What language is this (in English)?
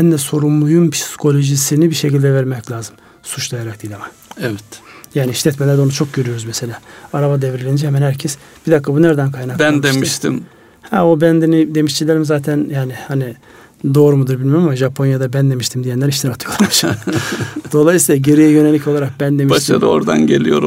Turkish